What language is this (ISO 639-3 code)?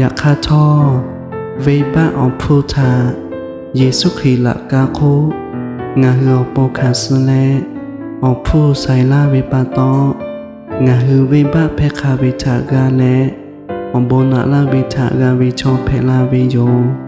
lhu